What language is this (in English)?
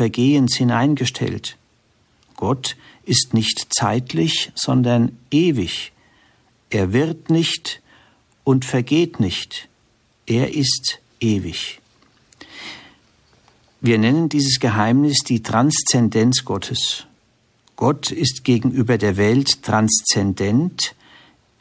German